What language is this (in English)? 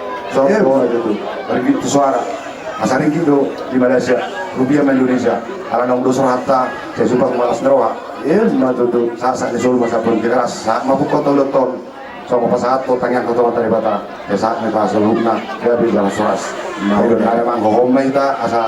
Batak Toba